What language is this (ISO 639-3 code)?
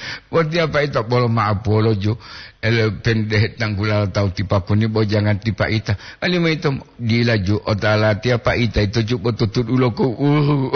gor